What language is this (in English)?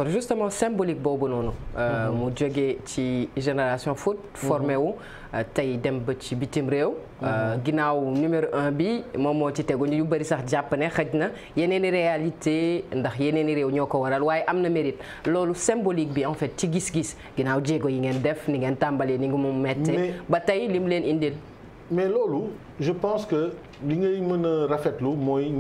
Wolof